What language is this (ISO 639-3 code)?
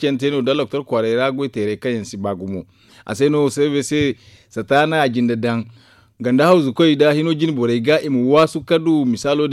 dje